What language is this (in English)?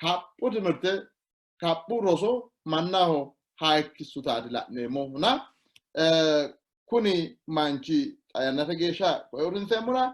Sidamo